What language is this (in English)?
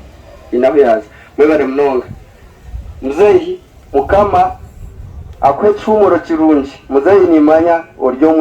Nyankole